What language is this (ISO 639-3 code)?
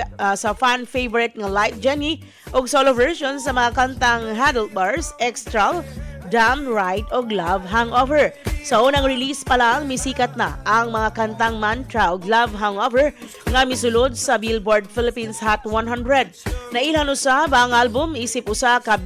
ceb